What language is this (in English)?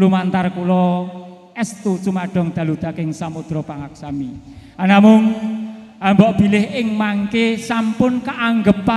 Javanese